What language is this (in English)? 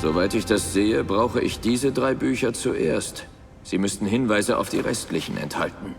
Bavarian